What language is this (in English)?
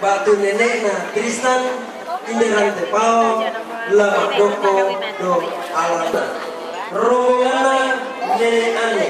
Toraja-Sa'dan